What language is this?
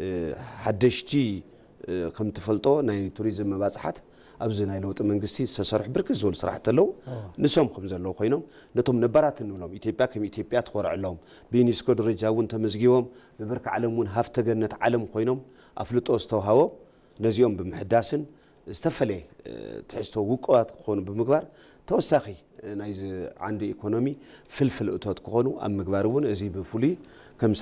Tigrinya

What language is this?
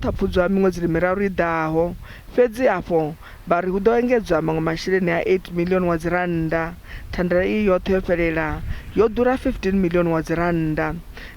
Venda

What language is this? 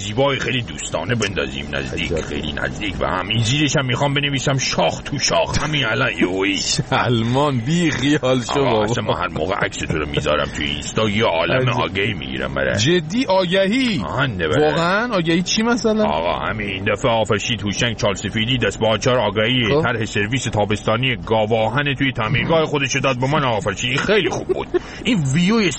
Persian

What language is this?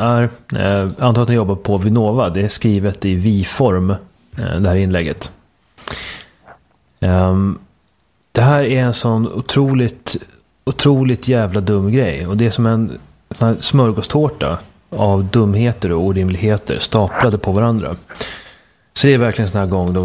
Swedish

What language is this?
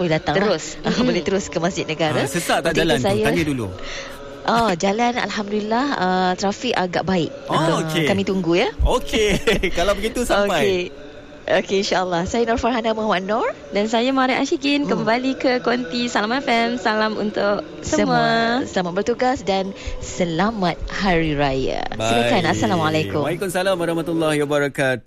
Malay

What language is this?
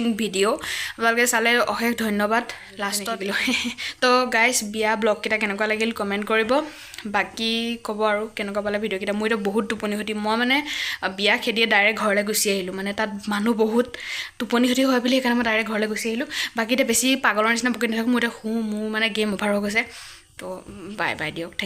Assamese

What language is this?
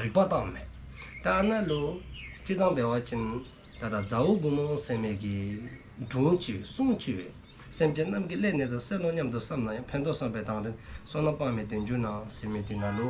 Dzongkha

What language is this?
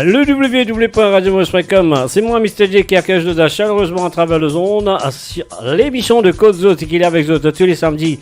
Morisyen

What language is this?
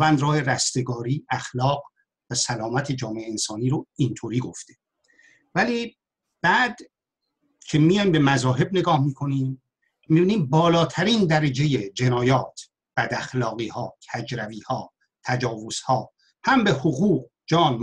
Persian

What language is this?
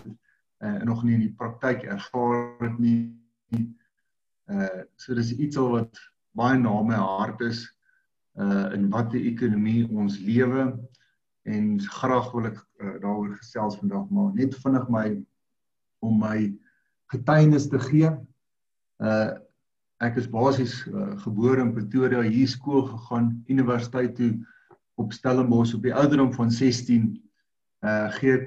Afrikaans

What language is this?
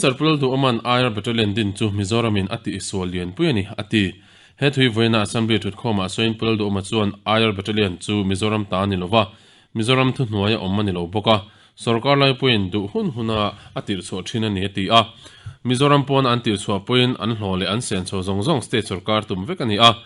Mizo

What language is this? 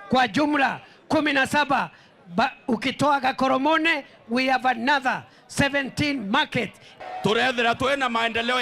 Meru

